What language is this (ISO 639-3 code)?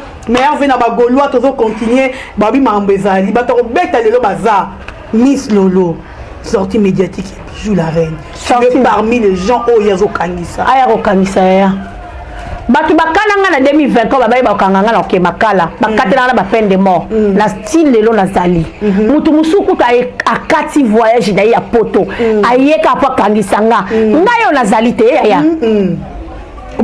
lin